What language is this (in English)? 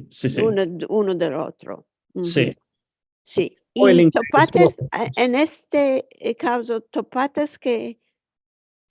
Ladino